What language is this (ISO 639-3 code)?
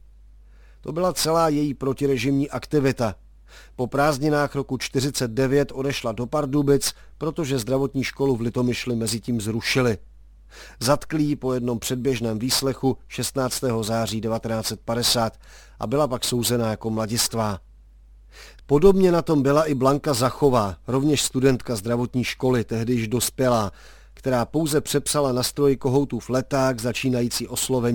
ces